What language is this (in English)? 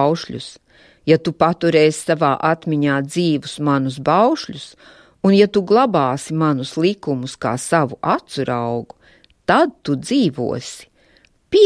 Latvian